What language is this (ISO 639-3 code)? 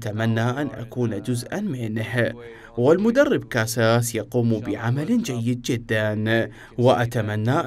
acm